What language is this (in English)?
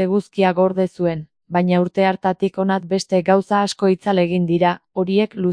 Basque